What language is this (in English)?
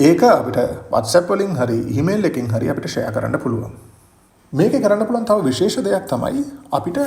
Sinhala